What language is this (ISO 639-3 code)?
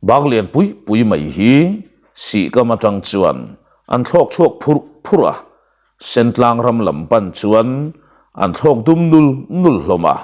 lus